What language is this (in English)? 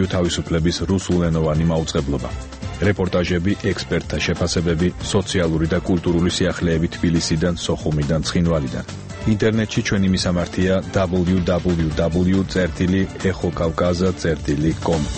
Georgian